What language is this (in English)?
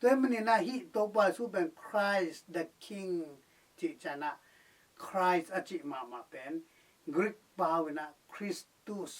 Tedim Chin